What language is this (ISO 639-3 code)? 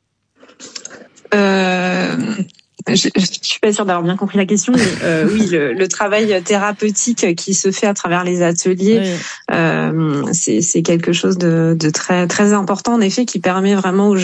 fra